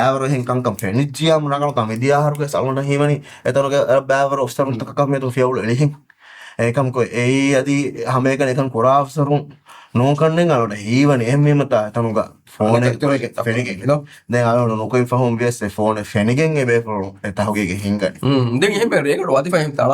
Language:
Divehi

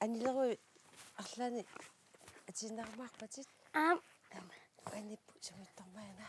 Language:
Kalaallisut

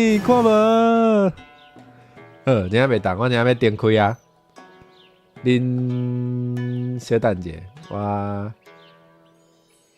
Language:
Min Nan Chinese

